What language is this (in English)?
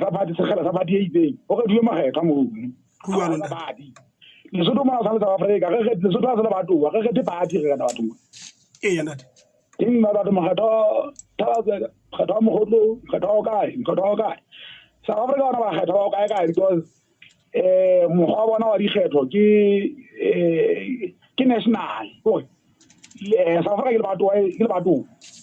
Southern Sotho